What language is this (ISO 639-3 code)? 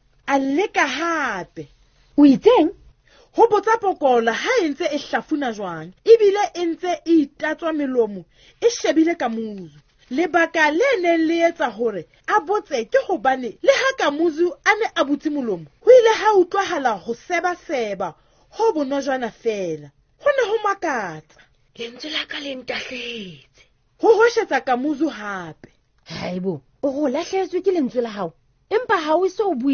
sot